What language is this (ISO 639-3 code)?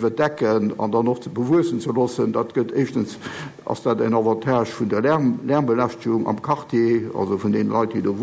ltz